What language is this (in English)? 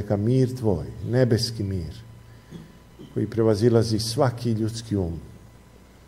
Serbian